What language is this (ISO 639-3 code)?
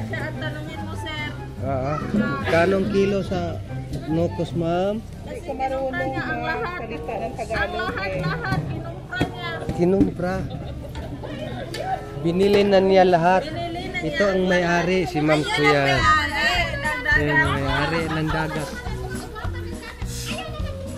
fil